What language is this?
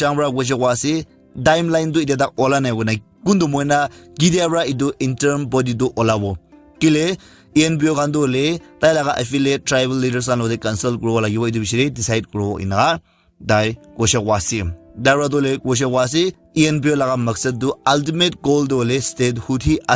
Naga Pidgin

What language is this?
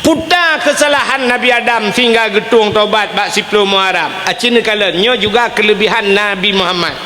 Achinese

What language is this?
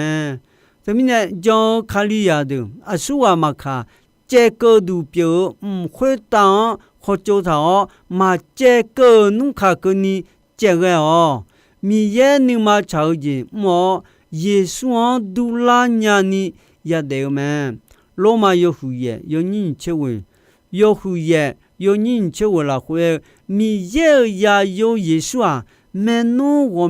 Akha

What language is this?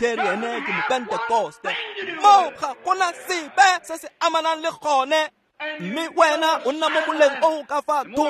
Tswana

